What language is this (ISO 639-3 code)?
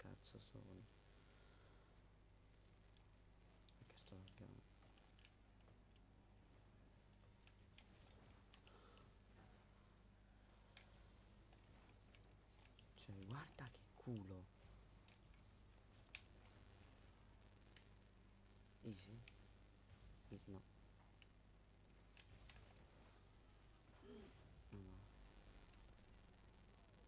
ita